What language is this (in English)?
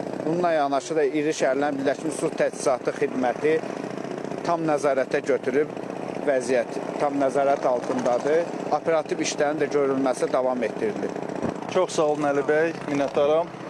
Azerbaijani